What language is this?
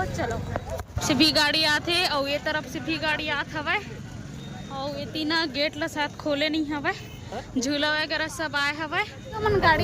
Chhattisgarhi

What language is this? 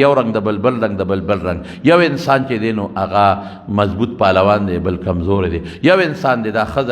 Pashto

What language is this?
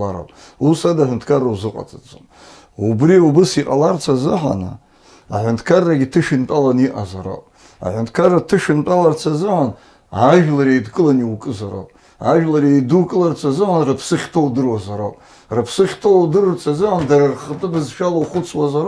Abkhazian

